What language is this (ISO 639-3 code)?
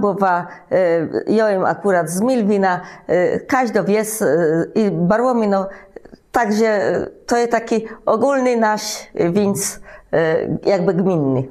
csb